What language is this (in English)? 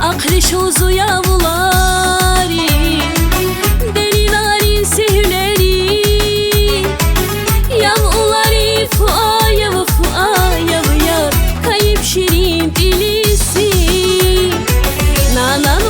Tabassaran